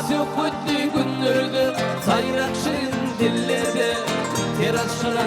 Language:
Turkmen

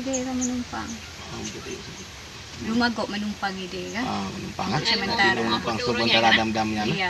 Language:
Achinese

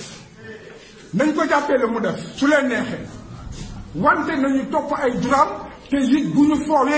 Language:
Wolof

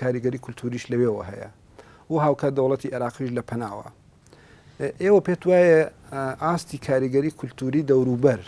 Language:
Central Kurdish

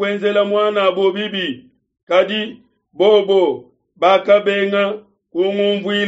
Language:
Luba-Lulua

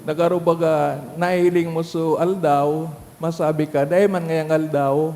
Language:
Bikol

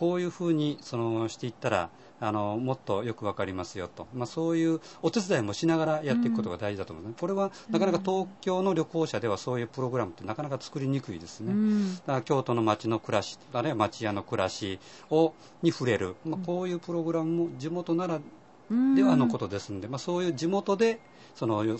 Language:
Japanese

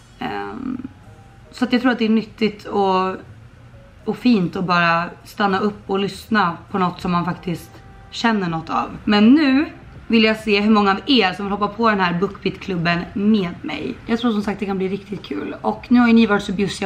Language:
Swedish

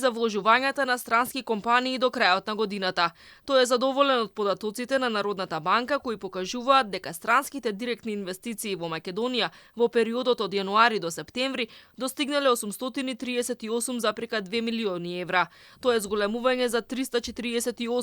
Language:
Macedonian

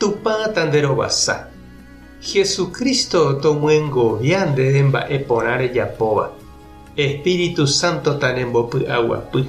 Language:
Guarani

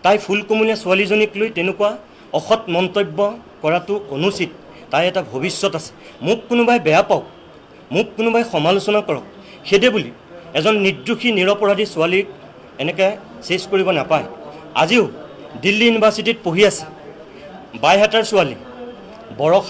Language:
Assamese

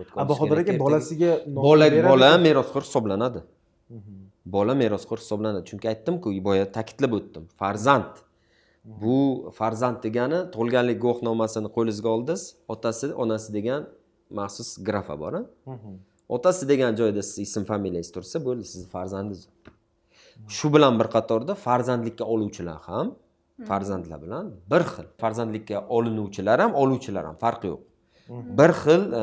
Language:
Uzbek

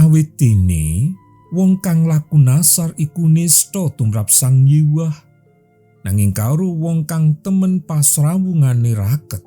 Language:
Javanese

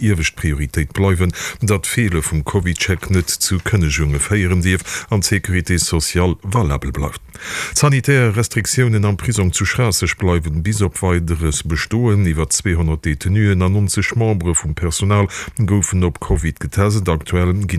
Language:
Luxembourgish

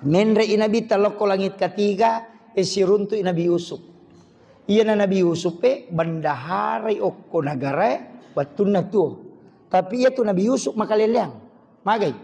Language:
Buginese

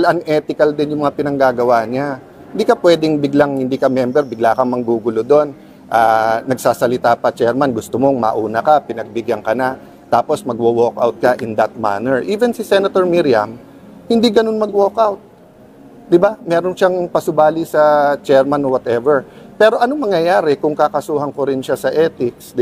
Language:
Filipino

